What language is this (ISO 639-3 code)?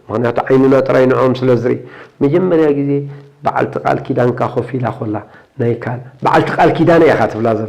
tir